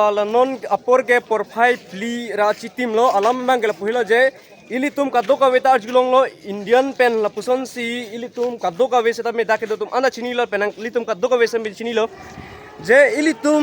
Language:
Karbi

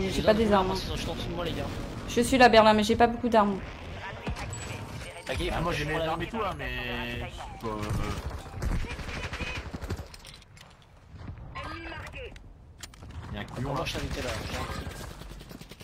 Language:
French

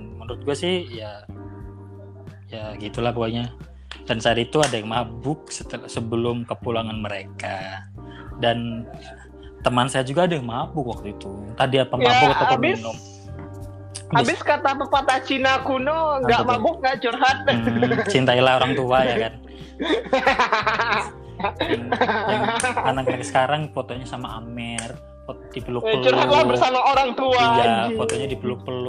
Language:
Indonesian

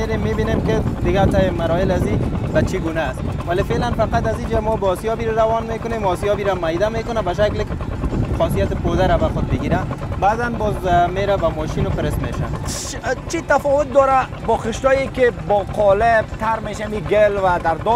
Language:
Persian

